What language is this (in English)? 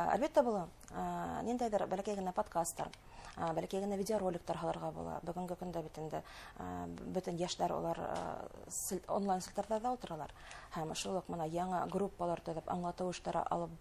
Bashkir